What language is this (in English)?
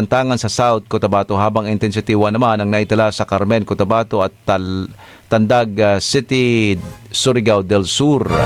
Filipino